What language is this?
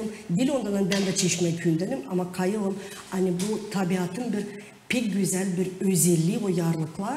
Gagauz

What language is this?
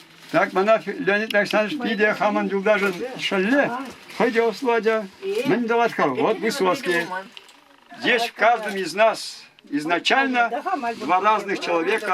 Chuvash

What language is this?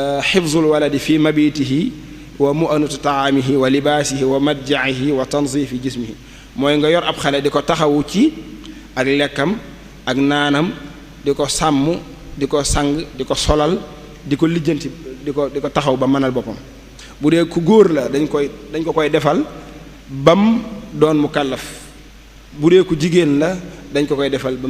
Wolof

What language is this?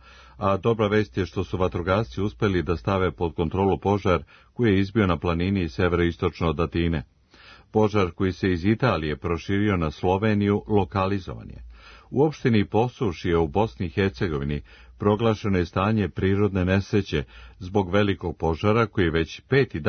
Serbian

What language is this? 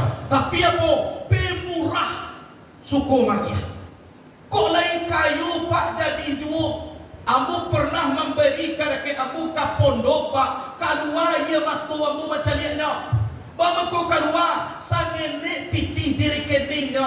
Minangkabau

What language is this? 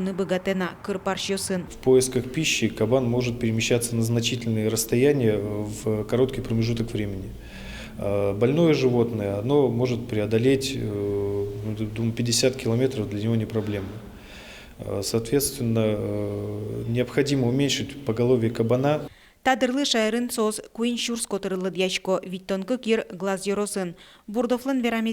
Udmurt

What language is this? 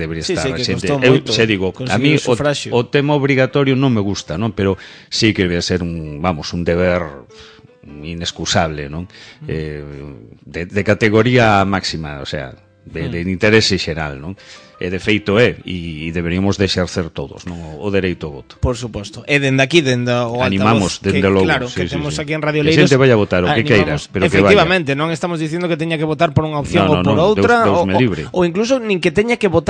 Galician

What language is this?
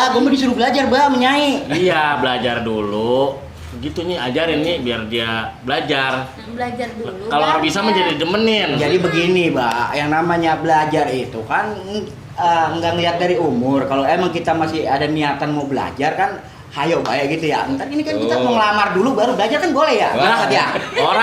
Betawi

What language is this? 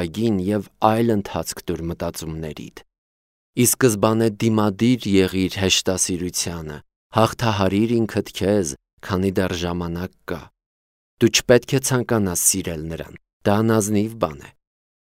Armenian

